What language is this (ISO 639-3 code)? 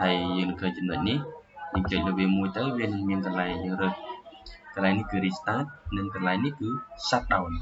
khm